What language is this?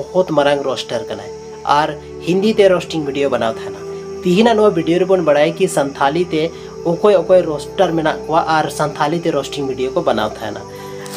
Santali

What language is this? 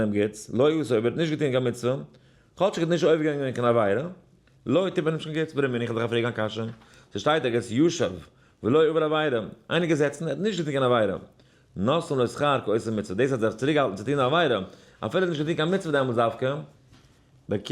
Yiddish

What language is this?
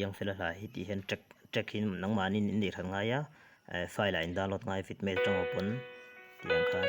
Mizo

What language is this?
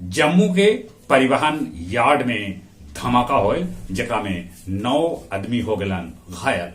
Magahi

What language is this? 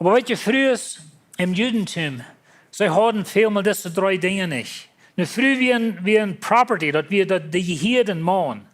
Plautdietsch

